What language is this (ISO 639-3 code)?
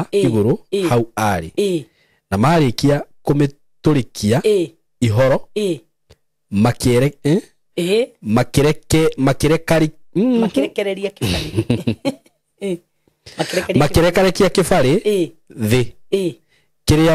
kik